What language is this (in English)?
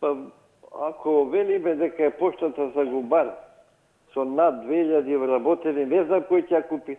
Macedonian